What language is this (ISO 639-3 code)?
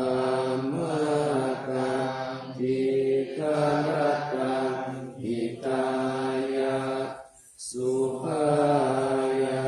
pli